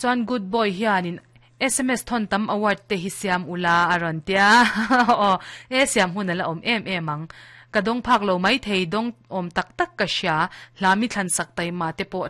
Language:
Mizo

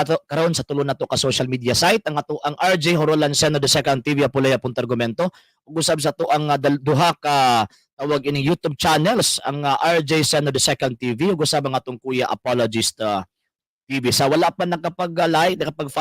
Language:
Cebuano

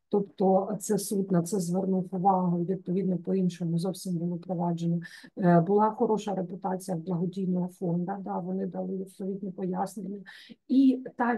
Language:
Ukrainian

